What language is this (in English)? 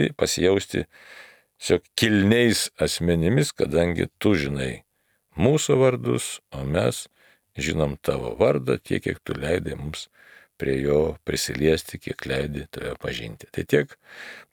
Lithuanian